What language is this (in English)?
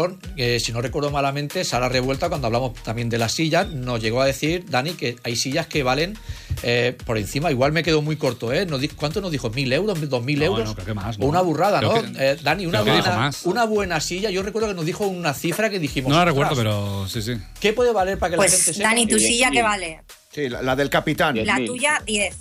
Spanish